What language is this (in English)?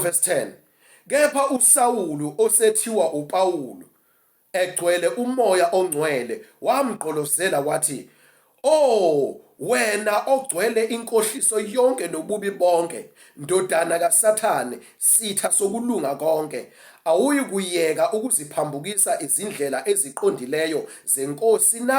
Zulu